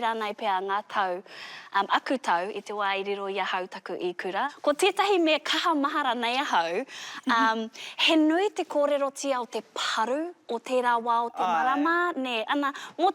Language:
Māori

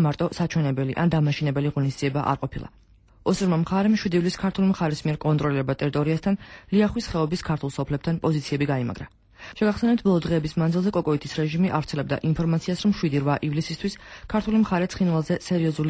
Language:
Georgian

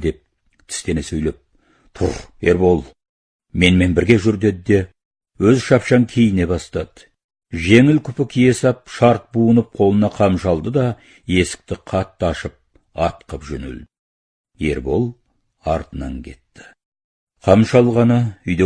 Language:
Kazakh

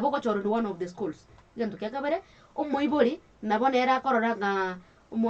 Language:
Gusii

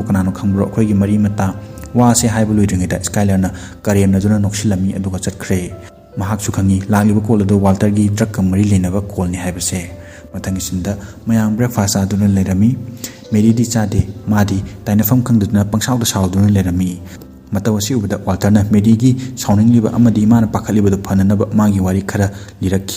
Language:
Manipuri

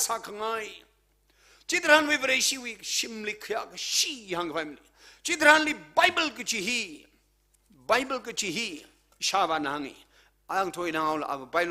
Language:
Tangkhul Naga (India)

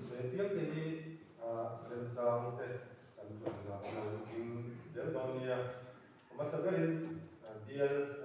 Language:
Mizo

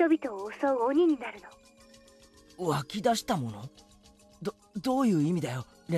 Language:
Japanese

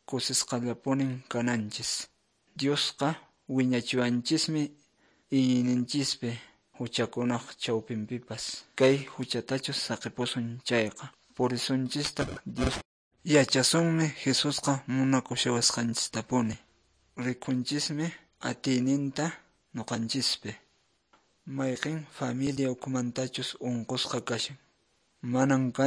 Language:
Quechua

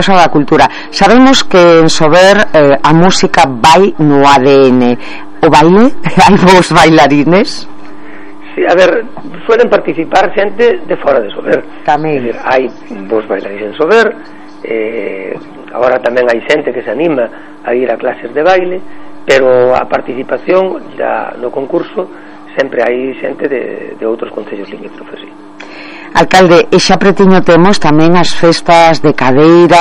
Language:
Galician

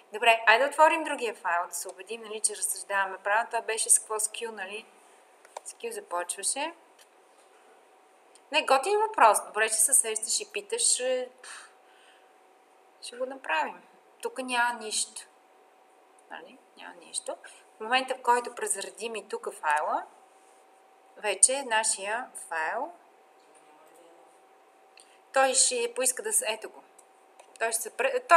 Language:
Bulgarian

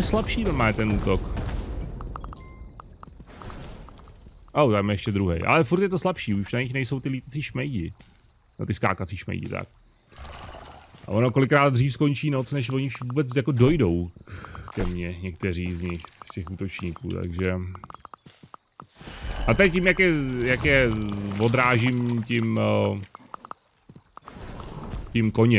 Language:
Czech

